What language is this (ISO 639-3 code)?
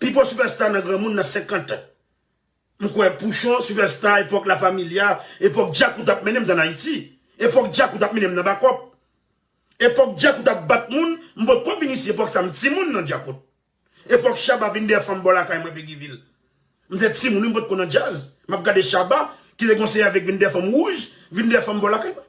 hat